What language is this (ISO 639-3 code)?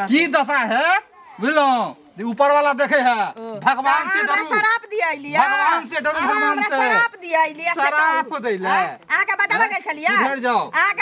mai